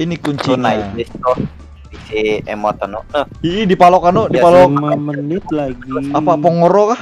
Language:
Banjar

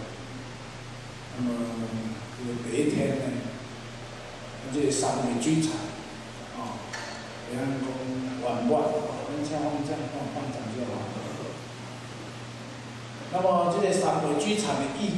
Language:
Chinese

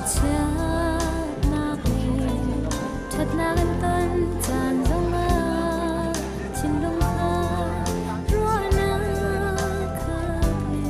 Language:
Hakha Chin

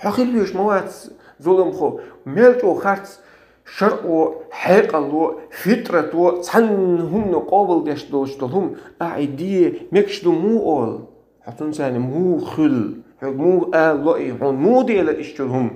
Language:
Chechen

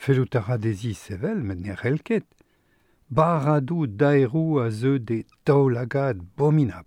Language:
Breton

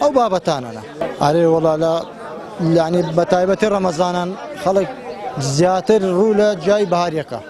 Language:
Central Kurdish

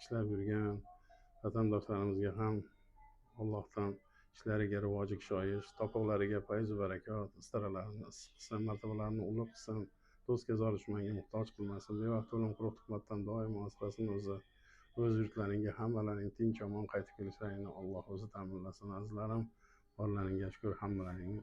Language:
Uzbek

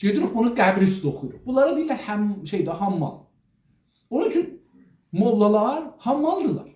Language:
South Azerbaijani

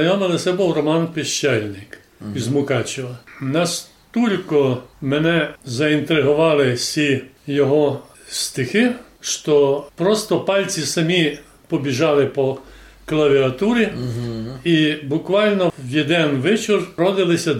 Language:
Rusyn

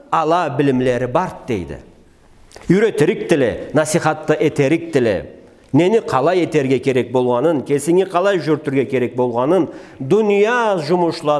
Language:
Karachay-Balkar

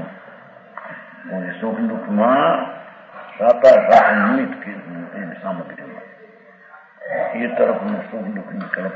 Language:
Gujarati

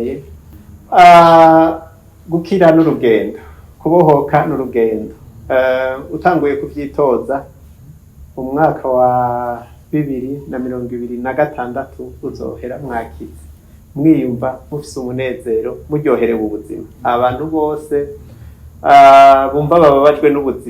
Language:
Rundi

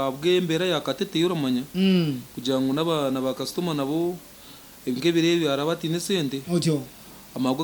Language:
Nyankole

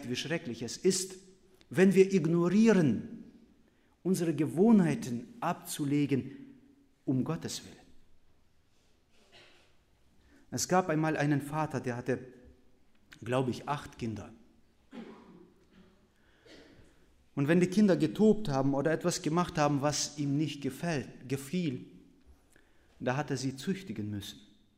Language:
German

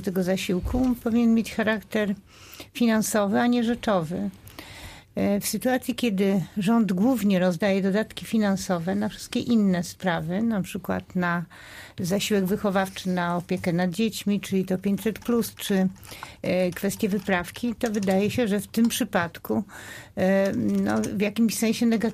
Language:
Polish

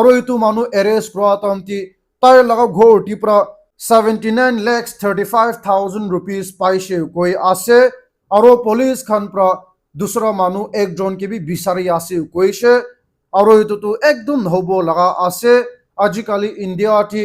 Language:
Naga Pidgin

